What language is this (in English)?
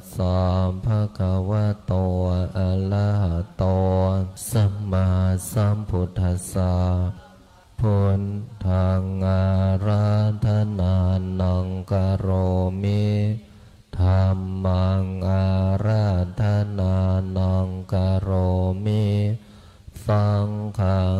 Pali